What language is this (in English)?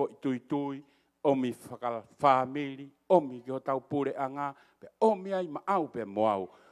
Tongan